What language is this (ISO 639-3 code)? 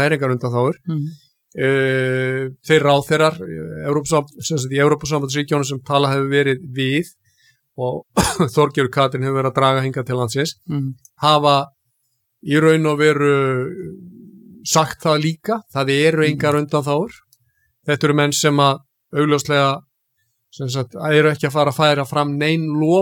isl